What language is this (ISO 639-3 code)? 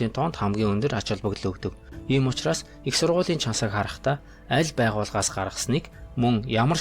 mon